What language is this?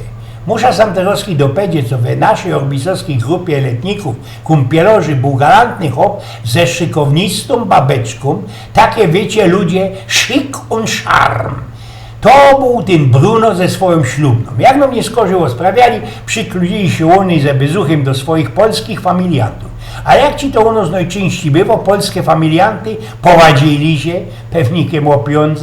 Silesian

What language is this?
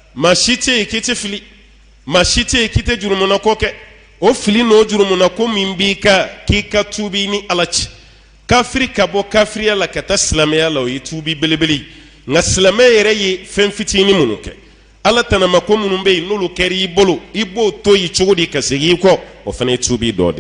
Bambara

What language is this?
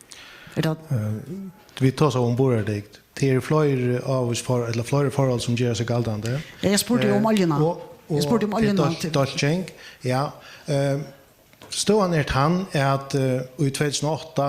Faroese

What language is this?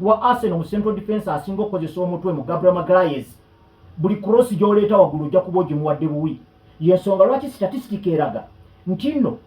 Ganda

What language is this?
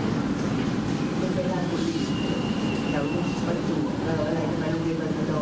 Thai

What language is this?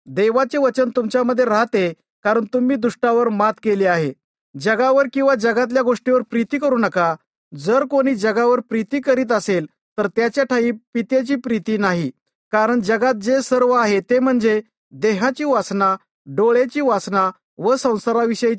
Marathi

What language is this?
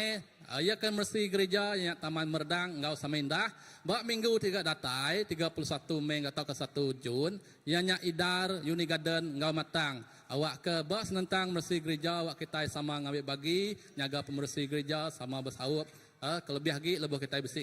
Iban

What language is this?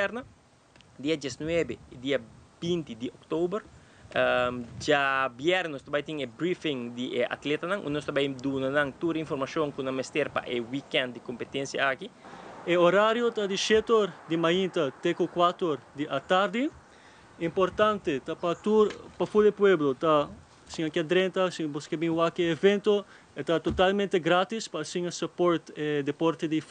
Papiamento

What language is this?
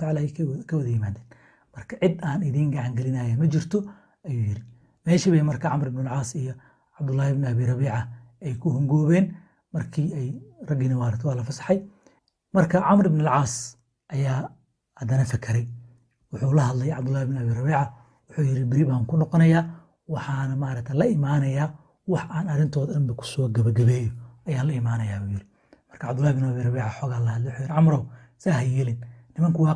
Somali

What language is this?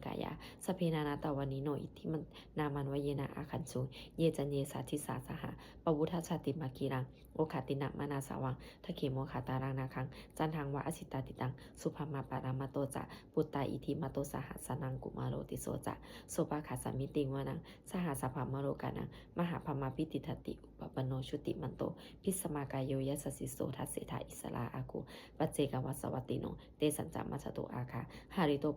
Pali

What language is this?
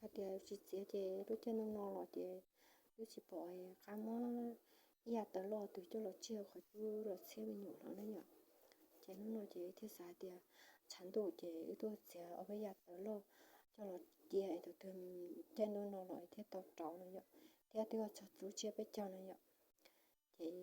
Hmong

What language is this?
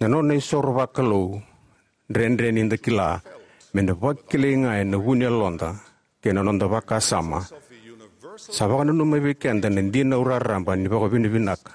Fijian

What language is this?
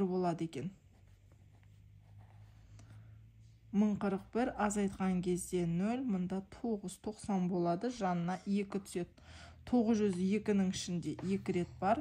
Kazakh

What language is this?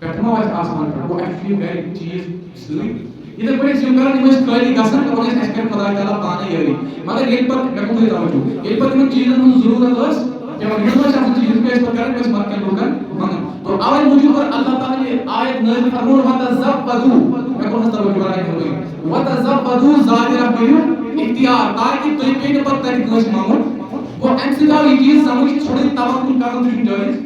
Kashmiri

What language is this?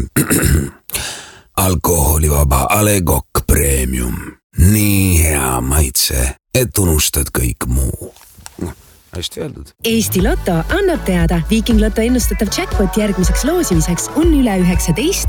Estonian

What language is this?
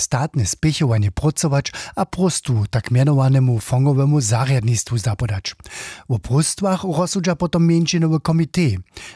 Upper Sorbian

